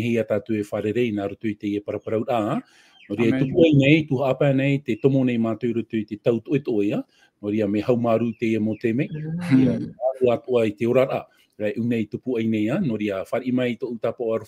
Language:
Tahitian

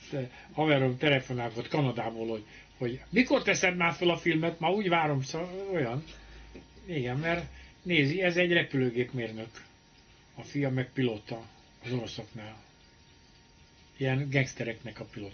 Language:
Hungarian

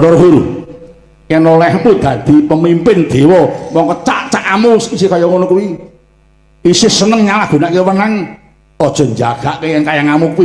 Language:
Javanese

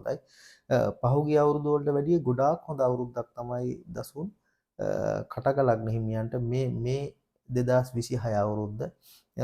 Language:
Sinhala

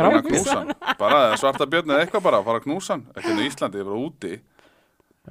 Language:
Icelandic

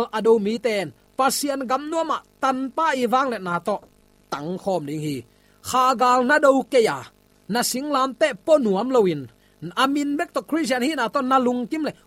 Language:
Tedim Chin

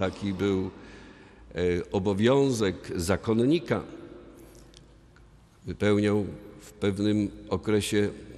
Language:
Polish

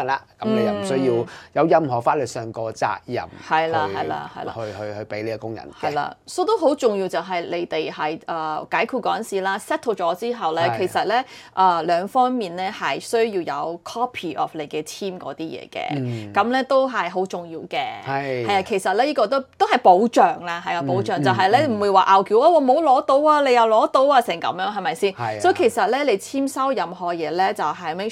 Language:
Cantonese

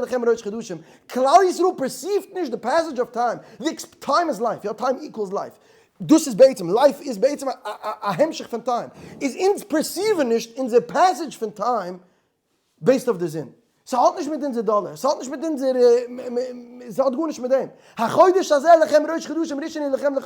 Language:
Yiddish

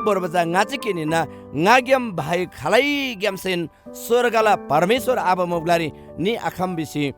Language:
Eastern Tamang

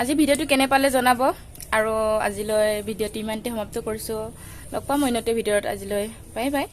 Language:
Assamese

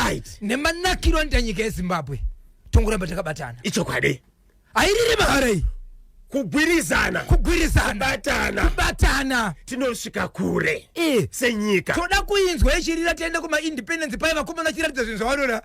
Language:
Shona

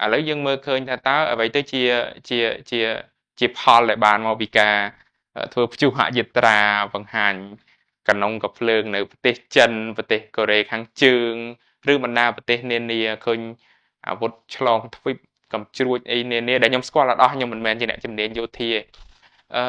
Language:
Khmer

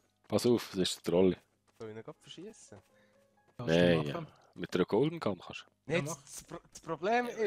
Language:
Swiss German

